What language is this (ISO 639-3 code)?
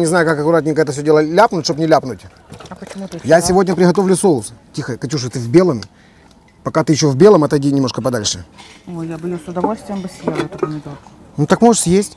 rus